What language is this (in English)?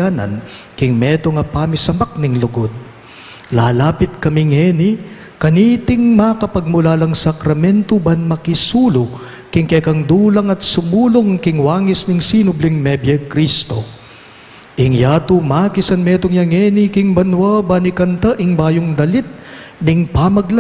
Pampanga